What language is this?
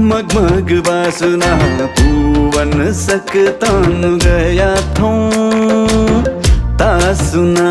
Newari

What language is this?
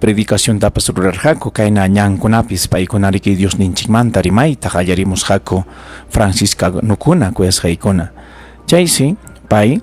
Ayacucho Quechua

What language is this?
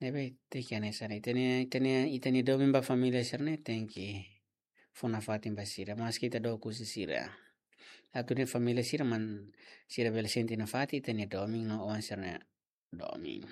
Tetum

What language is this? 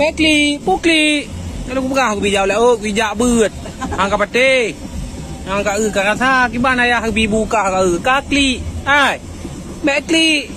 Achinese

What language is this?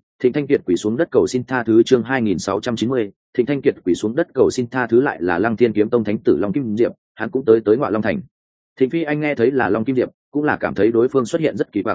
Vietnamese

